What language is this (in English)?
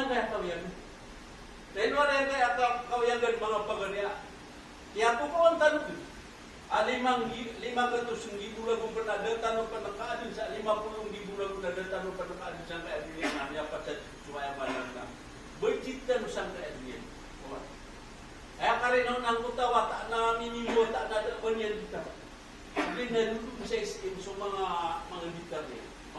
Maranao